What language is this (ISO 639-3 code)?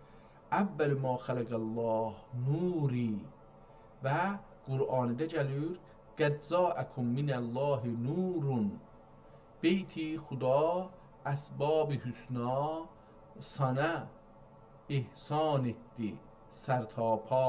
azb